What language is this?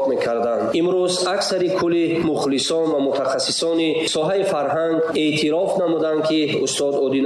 Tajik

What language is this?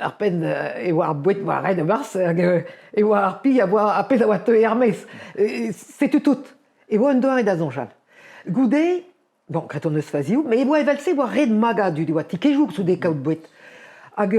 Breton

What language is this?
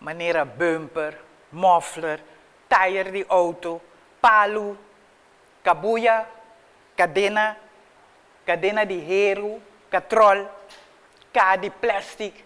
Papiamento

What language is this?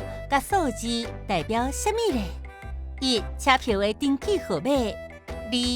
Min Nan Chinese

